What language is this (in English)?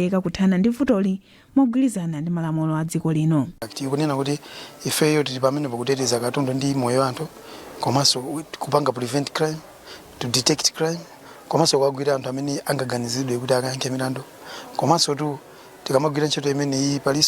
Nyanja